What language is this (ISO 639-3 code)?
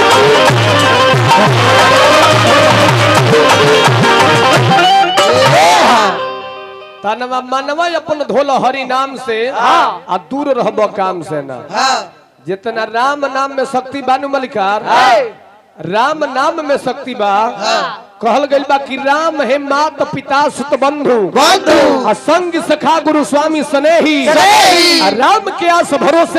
bho